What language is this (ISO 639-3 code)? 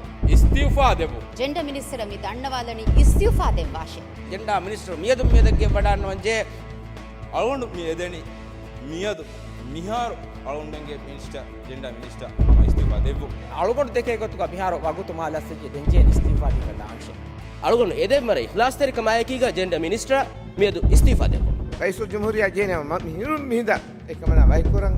div